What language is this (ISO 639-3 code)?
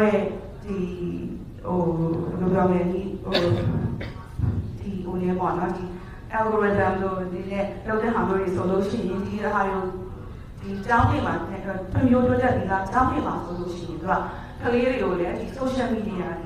mya